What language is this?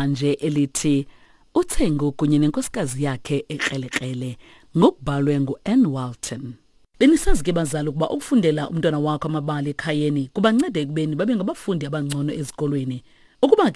Xhosa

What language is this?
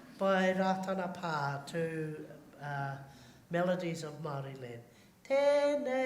Māori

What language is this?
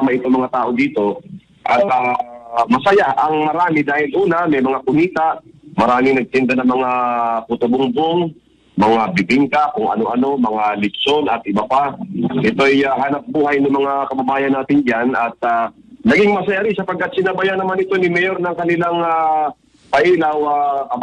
Filipino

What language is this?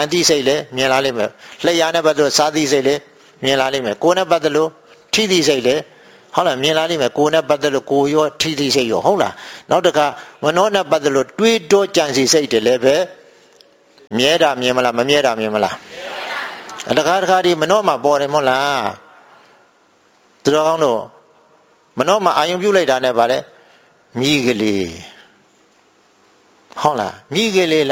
Burmese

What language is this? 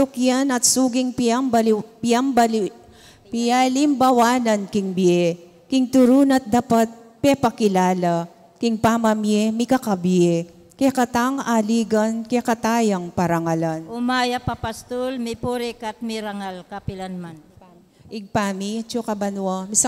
Pampanga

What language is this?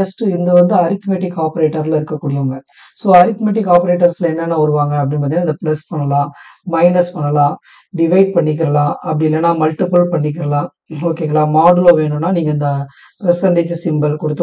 Tamil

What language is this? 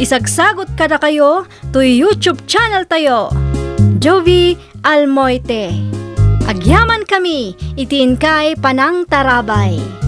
Iloko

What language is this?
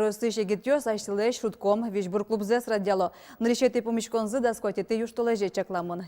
Udmurt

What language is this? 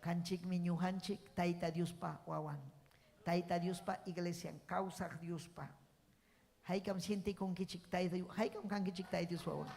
Ayacucho Quechua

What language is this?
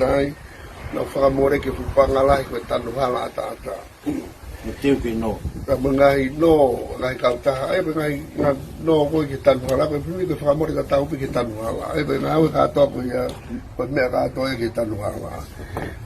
Tongan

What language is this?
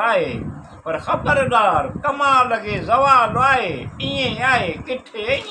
Sindhi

